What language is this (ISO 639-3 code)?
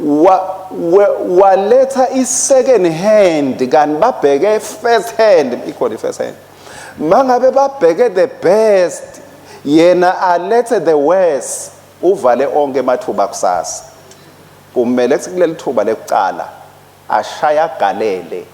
ssw